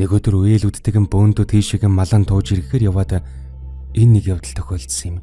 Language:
Mongolian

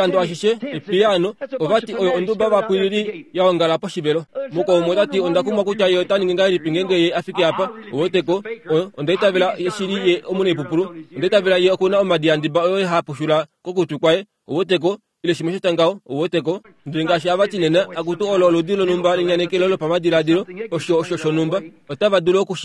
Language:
Kuanyama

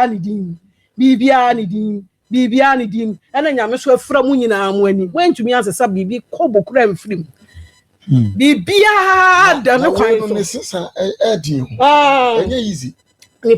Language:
Akan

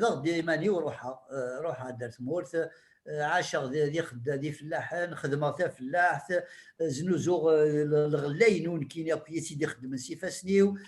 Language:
Kabyle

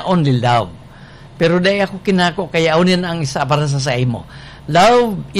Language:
Bikol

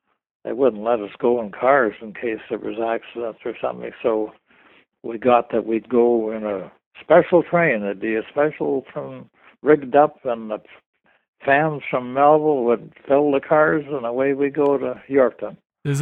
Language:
English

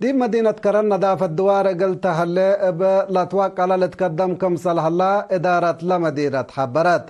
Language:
Tigre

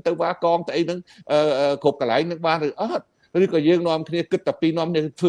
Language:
Khmer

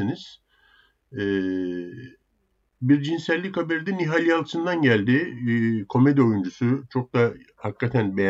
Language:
Turkish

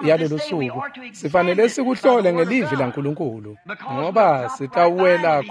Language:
Swati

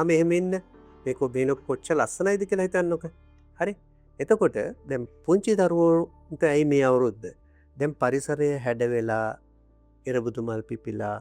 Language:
Sinhala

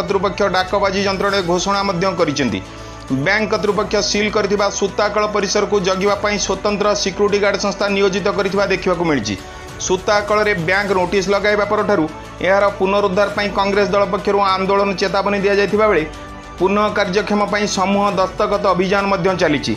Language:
Odia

